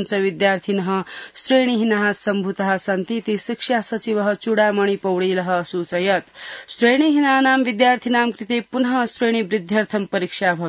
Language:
Sanskrit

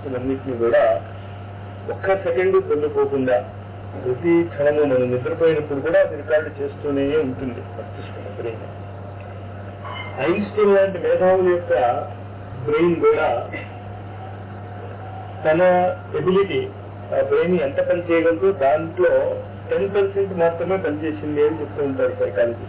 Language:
Telugu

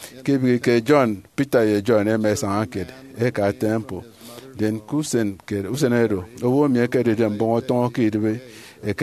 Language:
Efik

